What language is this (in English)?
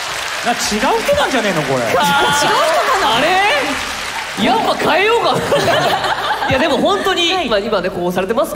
Japanese